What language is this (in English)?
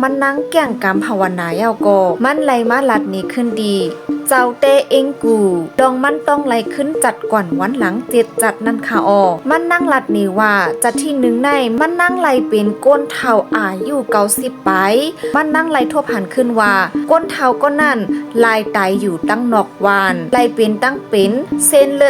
Shan